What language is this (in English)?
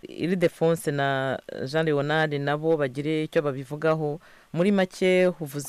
Kinyarwanda